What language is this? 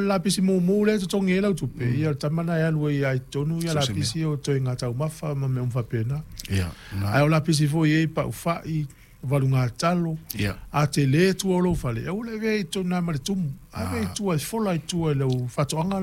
Samoan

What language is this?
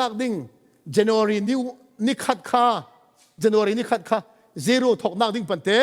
Falam Chin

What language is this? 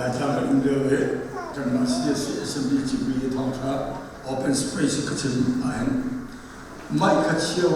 Hakha Chin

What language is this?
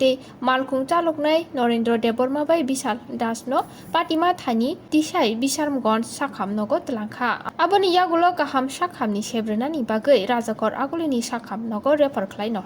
Kok Borok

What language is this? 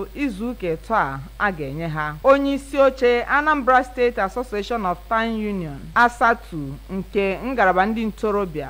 Igbo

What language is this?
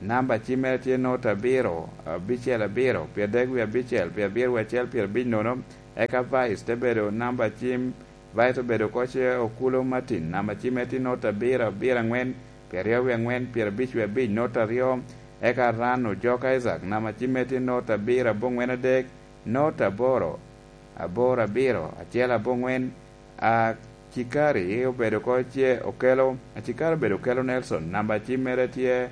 Lango (Uganda)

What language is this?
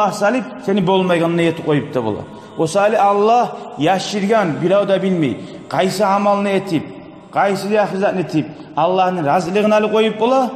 Kumyk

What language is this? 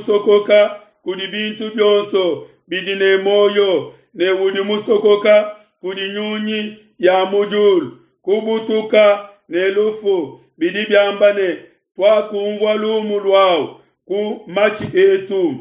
Luba-Lulua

